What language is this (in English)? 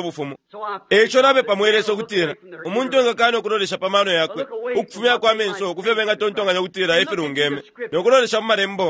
Bemba